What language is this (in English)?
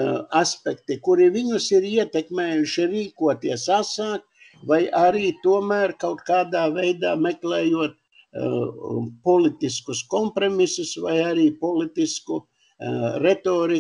Latvian